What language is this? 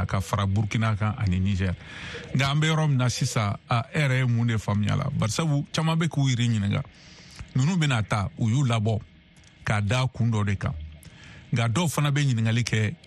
Bambara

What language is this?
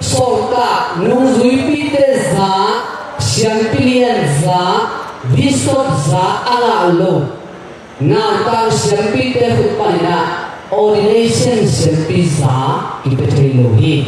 Tedim Chin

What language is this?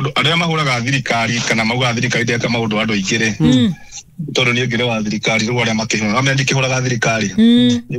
Kikuyu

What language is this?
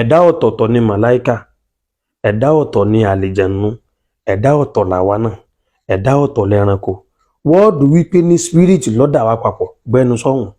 Yoruba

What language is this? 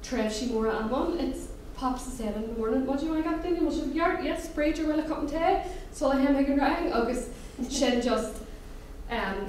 Irish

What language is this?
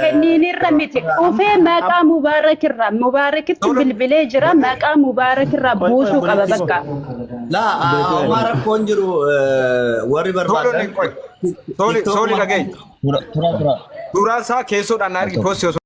Oromo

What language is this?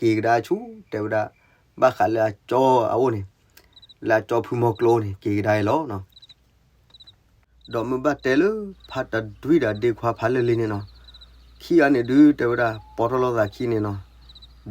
S'gaw Karen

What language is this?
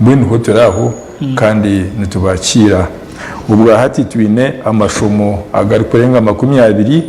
Nyankole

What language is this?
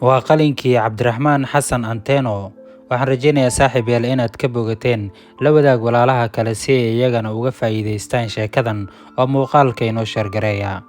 Somali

